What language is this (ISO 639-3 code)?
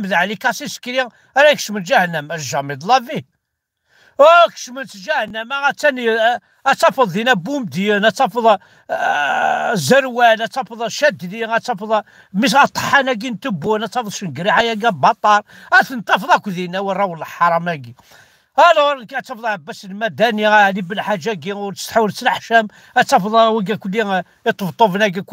kab